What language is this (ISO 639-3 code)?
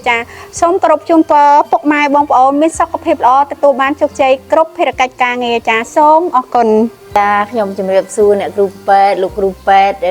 khm